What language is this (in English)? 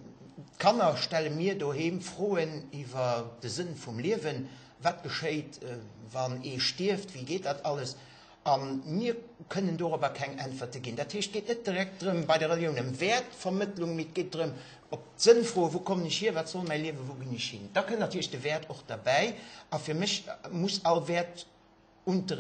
Luxembourgish